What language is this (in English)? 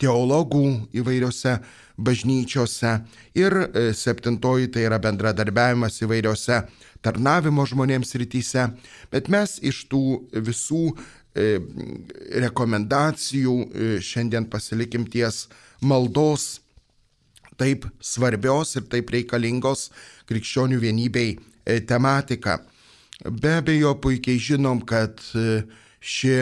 Lithuanian